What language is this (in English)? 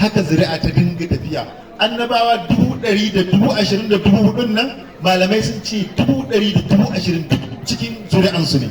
Hausa